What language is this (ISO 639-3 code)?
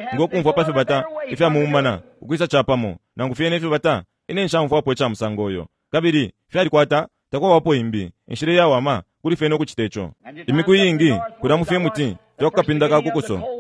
bem